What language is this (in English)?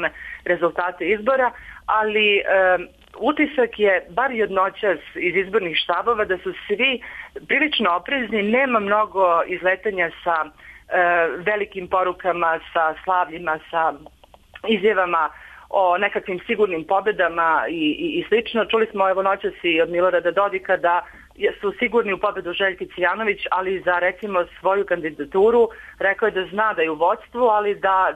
Serbian